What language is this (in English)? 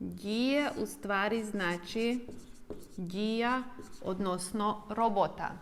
Rusyn